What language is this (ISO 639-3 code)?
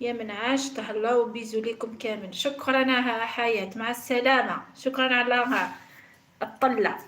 arq